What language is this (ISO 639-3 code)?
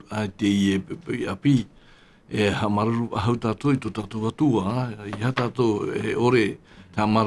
tah